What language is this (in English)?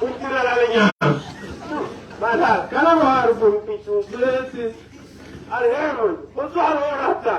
Tswana